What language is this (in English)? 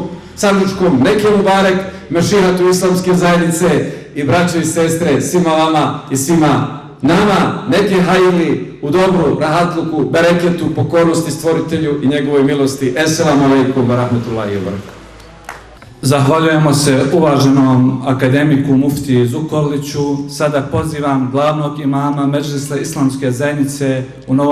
Bosnian